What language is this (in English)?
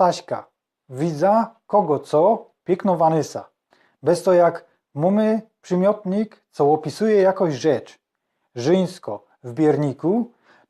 Silesian